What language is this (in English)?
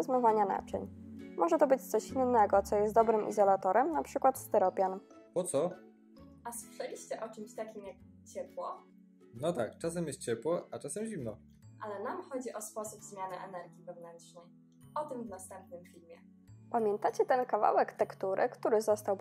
Polish